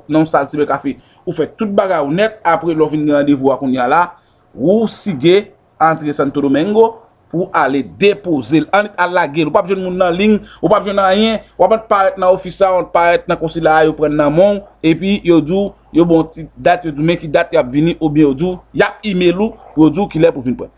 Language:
Haitian Creole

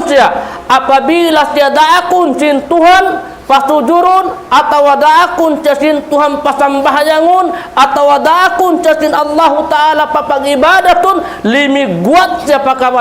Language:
Tausug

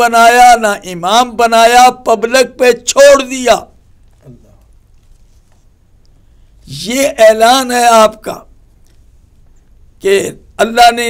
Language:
Urdu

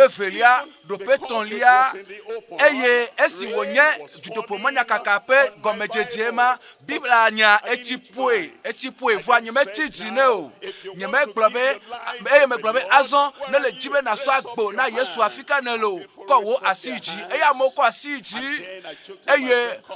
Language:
Ewe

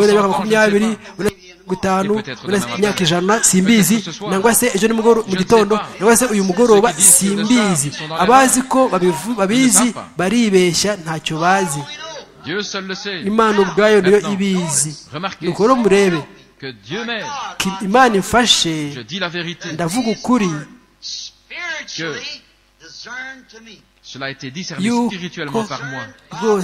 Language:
Kinyarwanda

